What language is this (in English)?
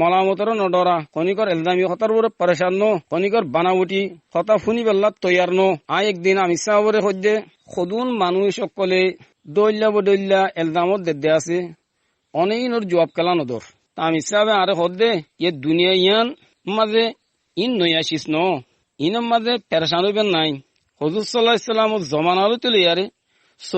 Rohingya